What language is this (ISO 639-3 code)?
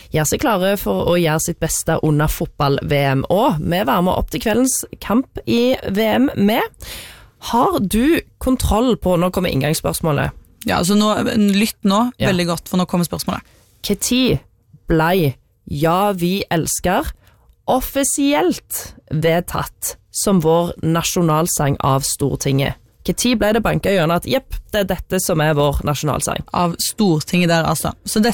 nor